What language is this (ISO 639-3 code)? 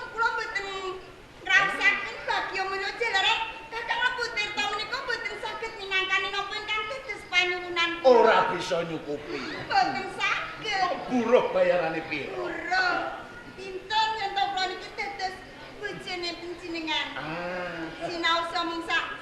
jav